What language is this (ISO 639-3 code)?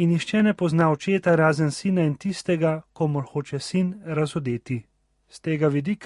slv